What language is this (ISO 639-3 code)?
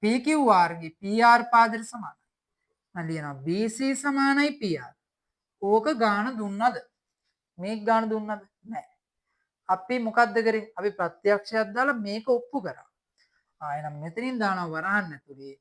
sin